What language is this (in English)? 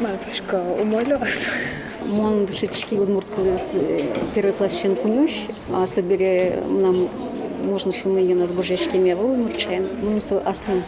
Udmurt